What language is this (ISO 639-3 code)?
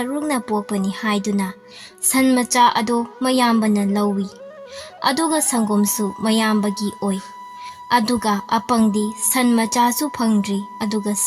mni